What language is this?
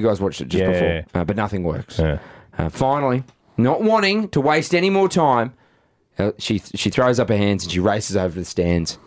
English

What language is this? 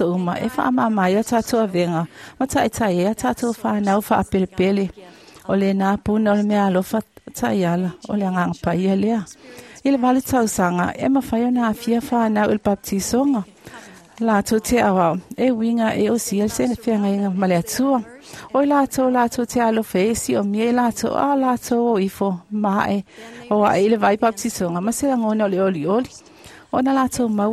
Samoan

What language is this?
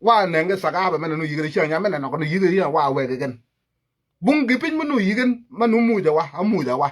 Nuer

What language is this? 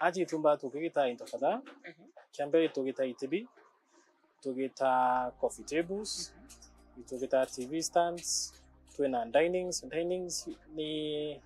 Meru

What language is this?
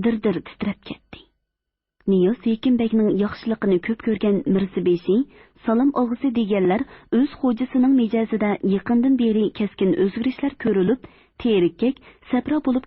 Uyghur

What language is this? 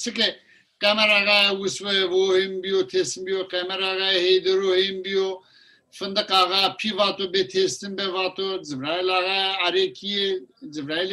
Zaza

